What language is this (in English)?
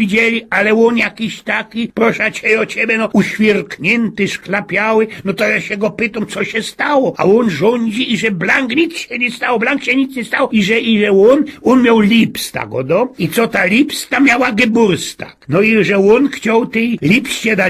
Silesian